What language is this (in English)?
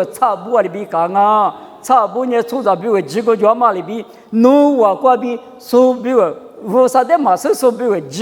Lisu